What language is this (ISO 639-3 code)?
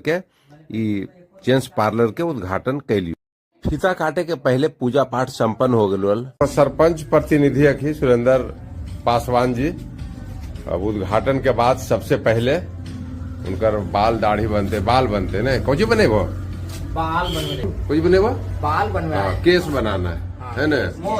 mag